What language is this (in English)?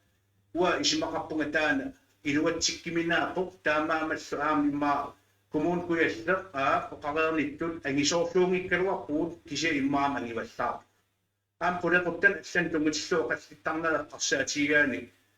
Kalaallisut